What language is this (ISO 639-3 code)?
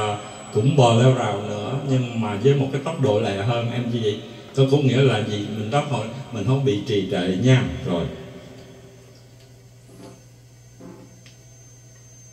vie